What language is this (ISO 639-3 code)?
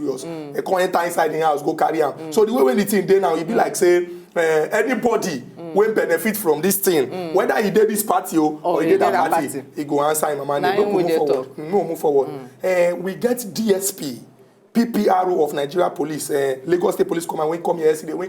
pcm